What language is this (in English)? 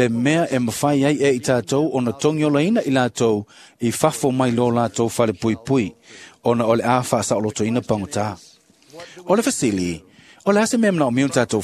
Samoan